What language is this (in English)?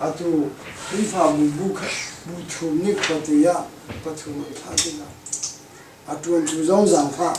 Hakha Chin